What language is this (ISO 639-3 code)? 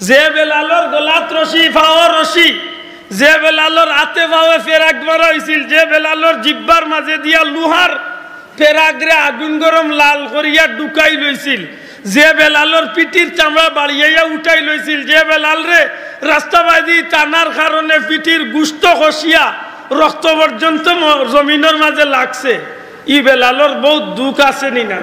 syl